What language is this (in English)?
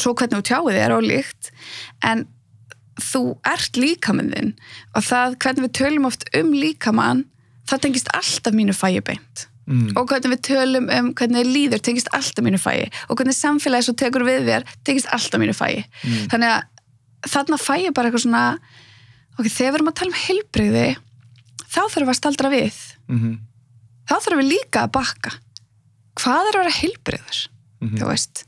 Icelandic